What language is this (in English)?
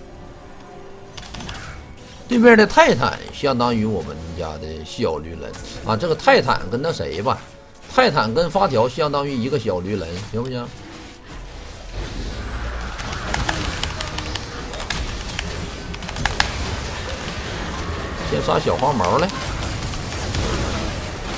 Chinese